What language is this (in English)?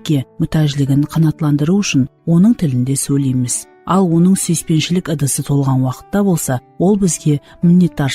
Kara-Kalpak